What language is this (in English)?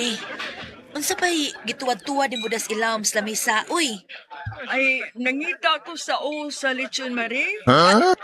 Cebuano